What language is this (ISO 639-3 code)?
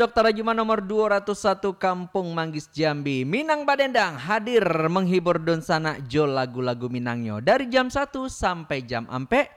min